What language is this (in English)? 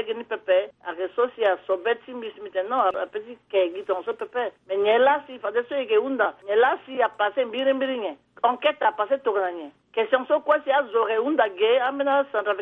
Sango